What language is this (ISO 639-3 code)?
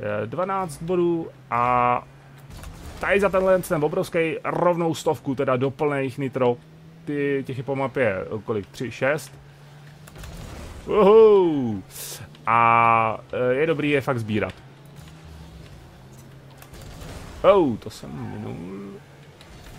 ces